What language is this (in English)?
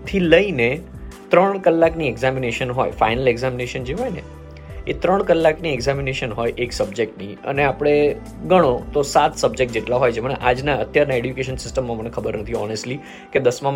Gujarati